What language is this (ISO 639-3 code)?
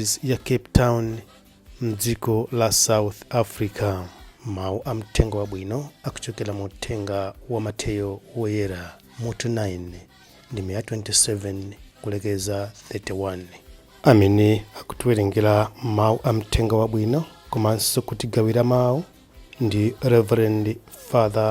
nya